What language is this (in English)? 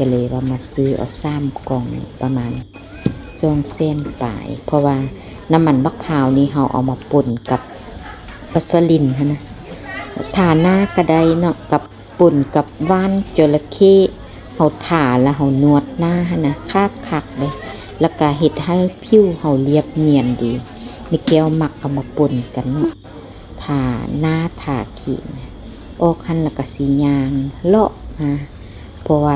Lao